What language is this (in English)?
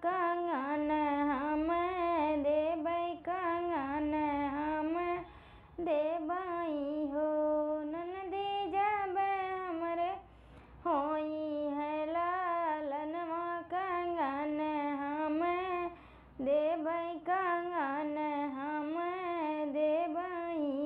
Bhojpuri